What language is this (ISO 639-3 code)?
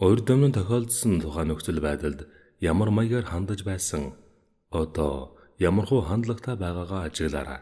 mon